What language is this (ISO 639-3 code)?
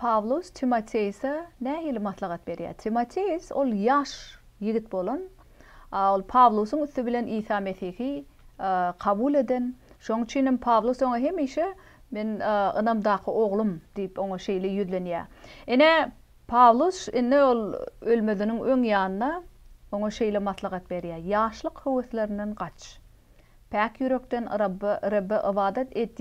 tuk